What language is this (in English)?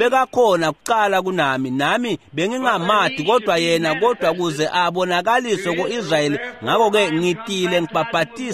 Swati